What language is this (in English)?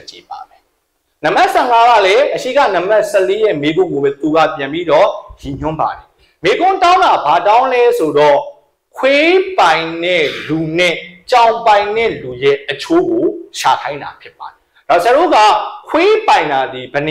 Burmese